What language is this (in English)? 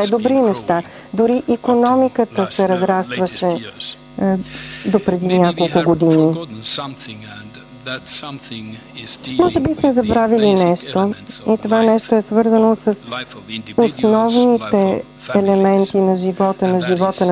Bulgarian